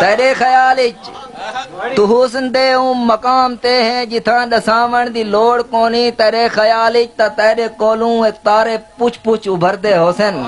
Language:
Saraiki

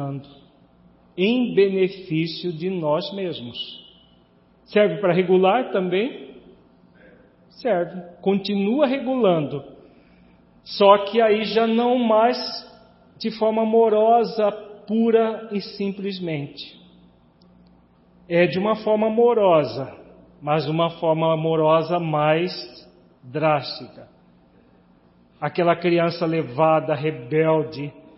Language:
Portuguese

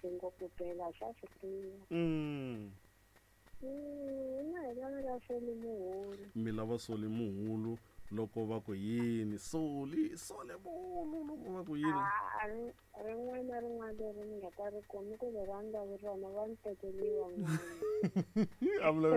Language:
Tsonga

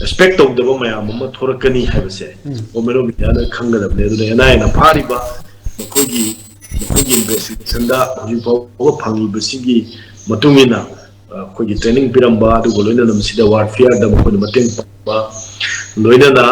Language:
Manipuri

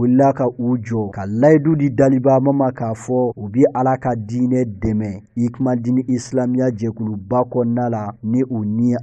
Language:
Bambara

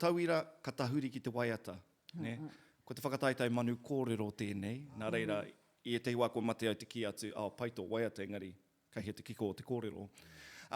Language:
Māori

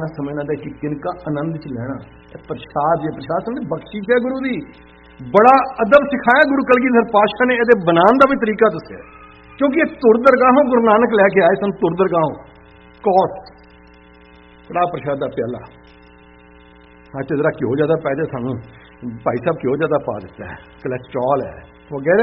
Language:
Punjabi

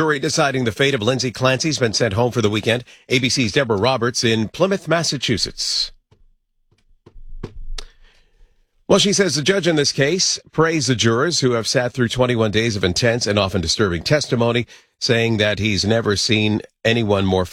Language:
English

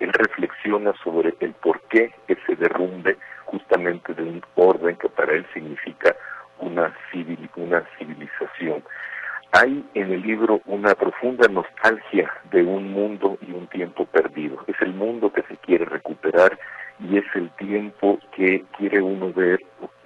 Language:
Spanish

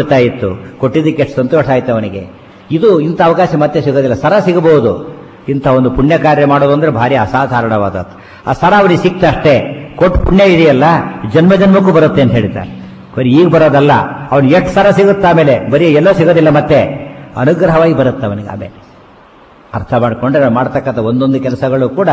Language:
Kannada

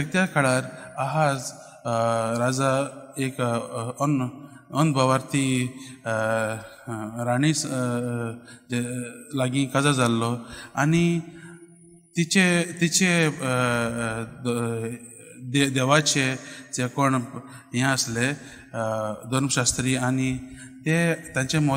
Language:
Konkani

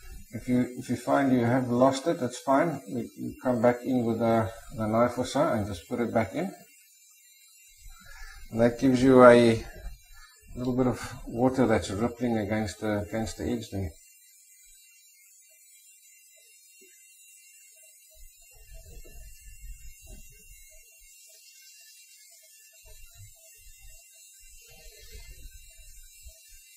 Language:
English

